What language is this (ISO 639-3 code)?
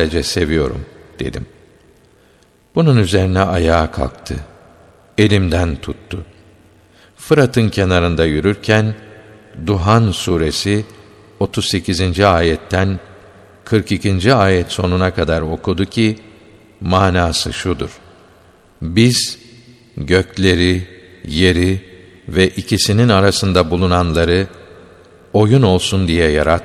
tur